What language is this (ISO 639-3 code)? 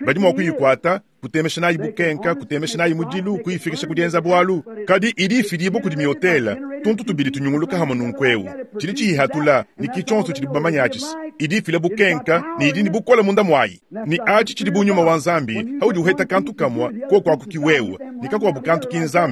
lua